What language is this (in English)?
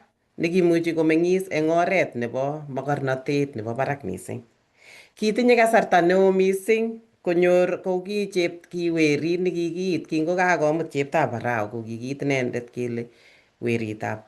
Kalenjin